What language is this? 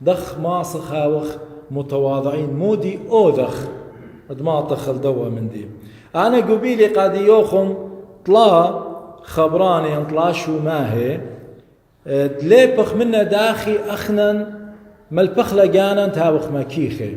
Assyrian Neo-Aramaic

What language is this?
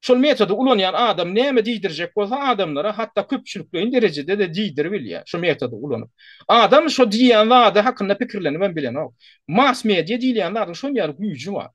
Turkmen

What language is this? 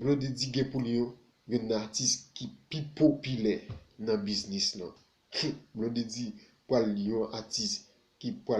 Haitian Creole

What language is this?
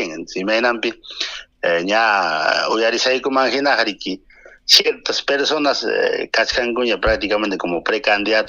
Ayacucho Quechua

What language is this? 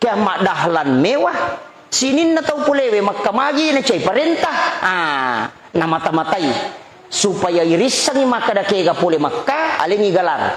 Buginese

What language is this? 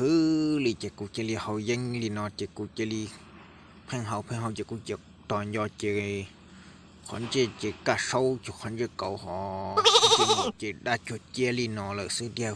Hmong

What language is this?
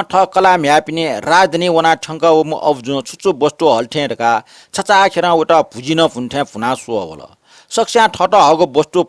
Newari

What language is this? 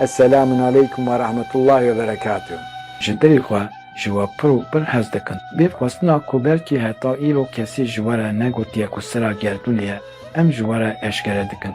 Kurdish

